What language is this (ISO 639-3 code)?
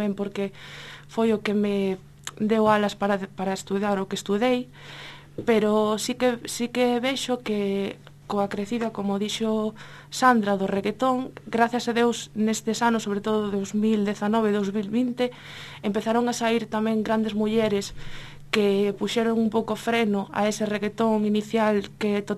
glg